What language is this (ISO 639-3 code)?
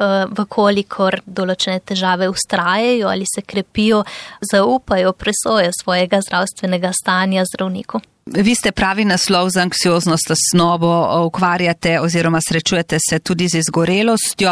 slv